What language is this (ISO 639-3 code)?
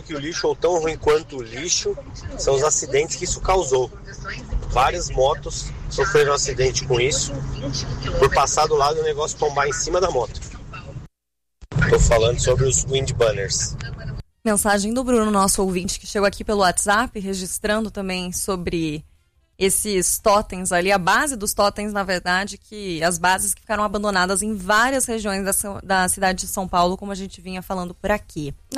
por